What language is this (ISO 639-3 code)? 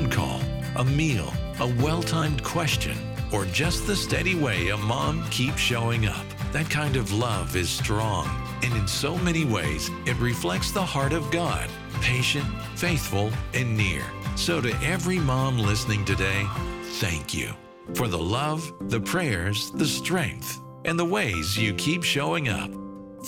eng